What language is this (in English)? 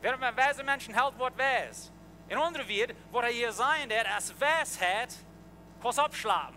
Plautdietsch